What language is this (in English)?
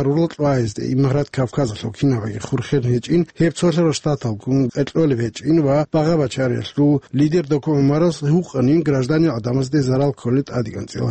Avaric